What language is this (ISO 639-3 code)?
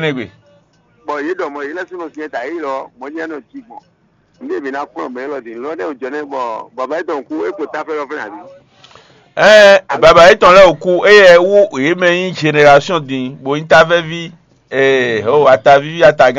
fon